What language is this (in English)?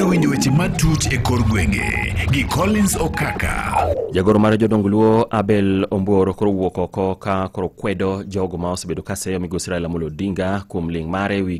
Luo (Kenya and Tanzania)